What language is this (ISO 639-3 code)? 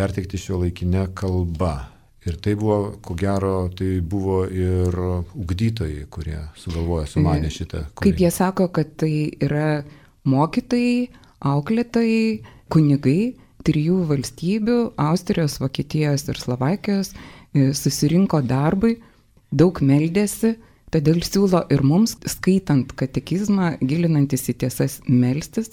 lit